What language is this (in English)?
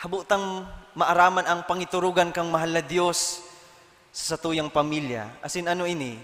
Bikol